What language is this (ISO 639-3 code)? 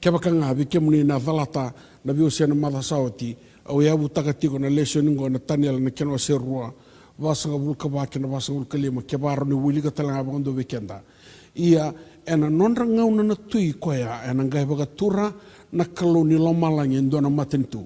fij